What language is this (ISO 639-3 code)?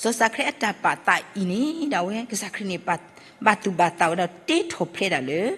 ksw